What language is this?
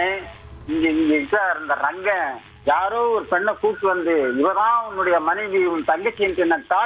Tamil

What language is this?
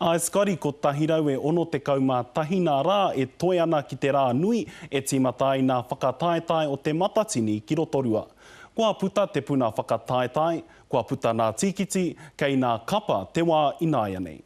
Māori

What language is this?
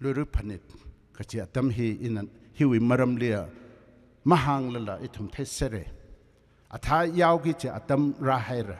Tangkhul Naga (India)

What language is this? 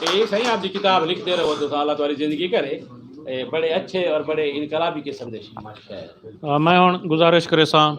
Western Panjabi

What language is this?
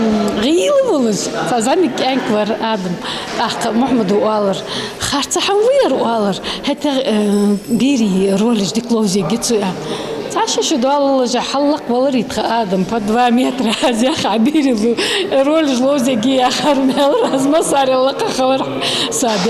Ingush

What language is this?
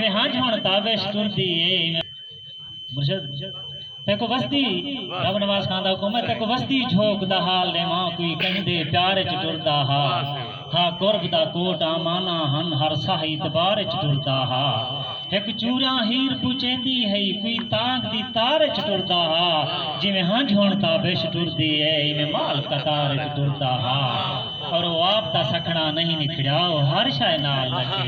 Saraiki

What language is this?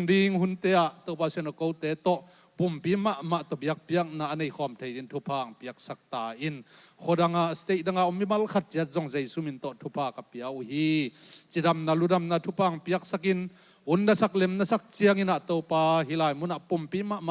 Tedim Chin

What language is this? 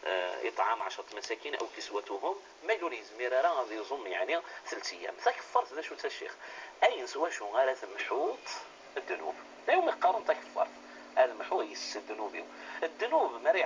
Kabyle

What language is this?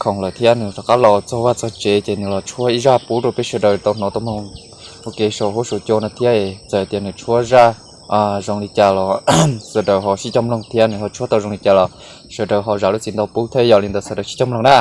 Hmong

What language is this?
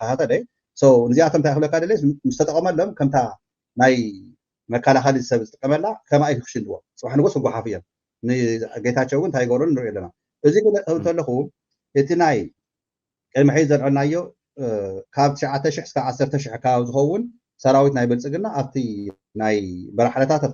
Tigrinya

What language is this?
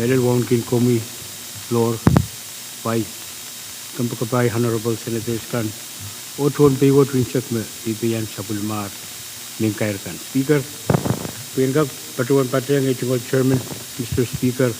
Pohnpeian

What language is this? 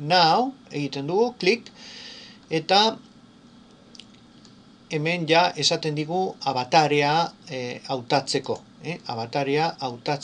Basque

